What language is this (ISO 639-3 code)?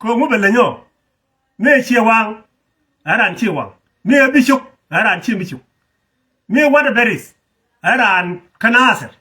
nus